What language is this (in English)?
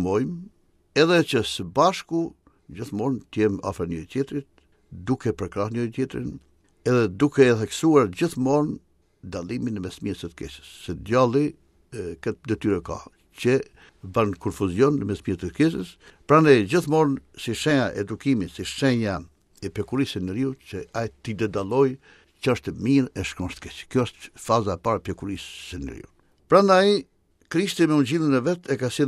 Albanian